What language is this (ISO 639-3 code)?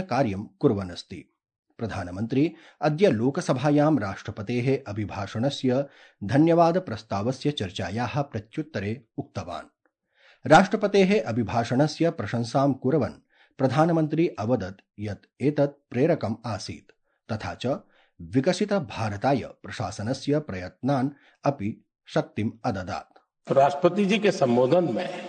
san